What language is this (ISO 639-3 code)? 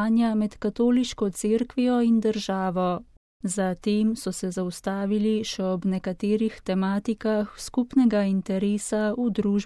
slv